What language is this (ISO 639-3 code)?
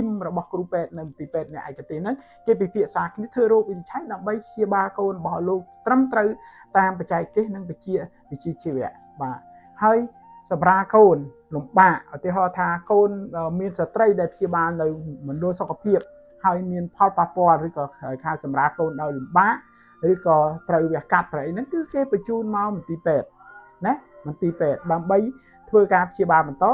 khm